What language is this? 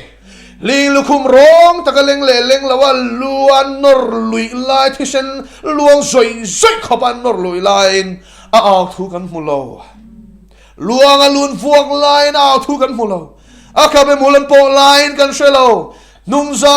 Mizo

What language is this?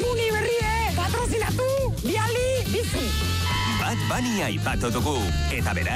Basque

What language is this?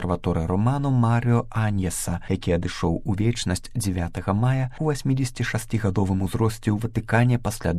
Belarusian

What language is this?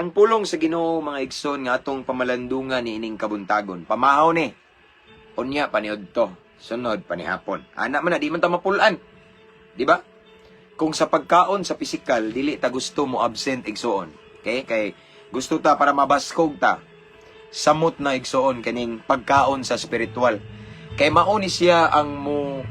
Cebuano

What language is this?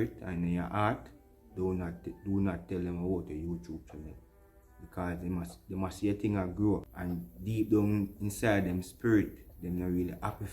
Jamaican Creole English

